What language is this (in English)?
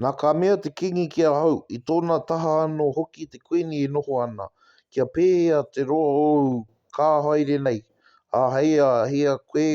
Māori